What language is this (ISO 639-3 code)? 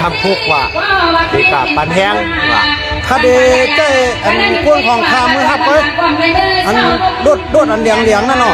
shn